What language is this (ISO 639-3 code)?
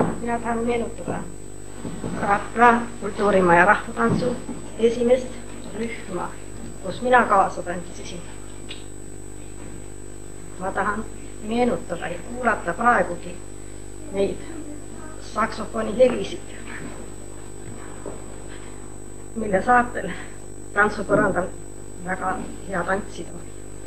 est